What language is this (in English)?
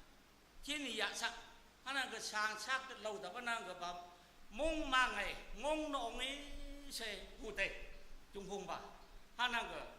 Naga Pidgin